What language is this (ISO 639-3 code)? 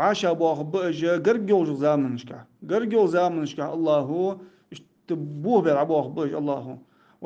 inh